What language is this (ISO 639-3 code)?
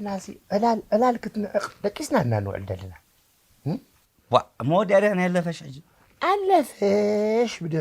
tir